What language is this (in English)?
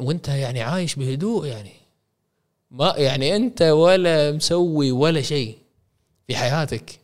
Gulf Arabic